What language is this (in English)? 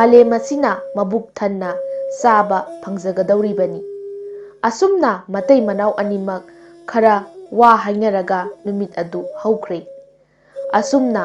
Manipuri